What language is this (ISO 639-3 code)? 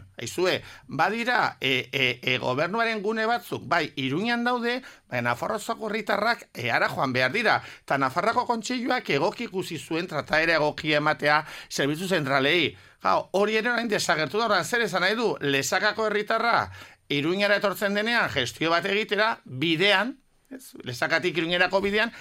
eus